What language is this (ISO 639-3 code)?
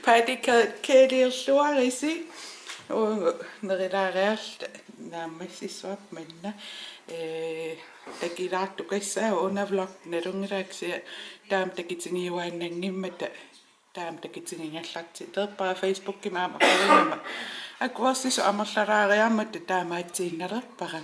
kal